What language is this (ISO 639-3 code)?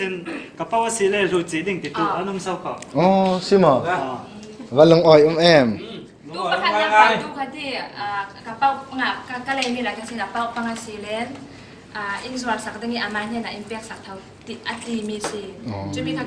cfm